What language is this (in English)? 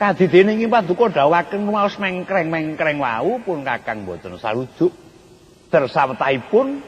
Javanese